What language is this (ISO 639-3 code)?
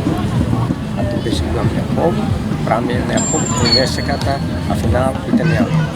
tet